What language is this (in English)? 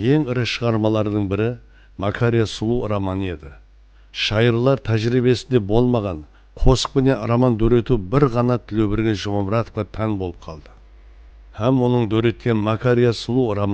Kara-Kalpak